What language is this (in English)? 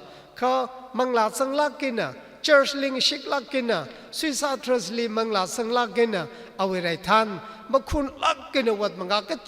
Tangkhul Naga (India)